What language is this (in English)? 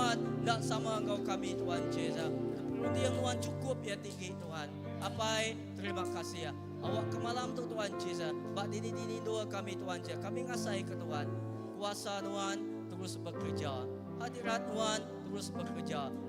Iban